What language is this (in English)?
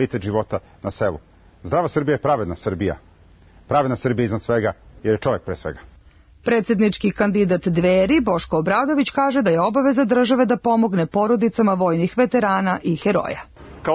Serbian